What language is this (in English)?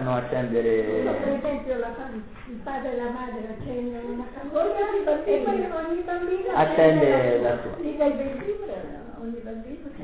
Italian